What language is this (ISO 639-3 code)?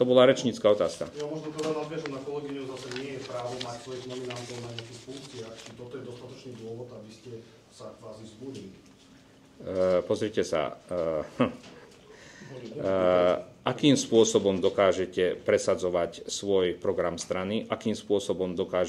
slk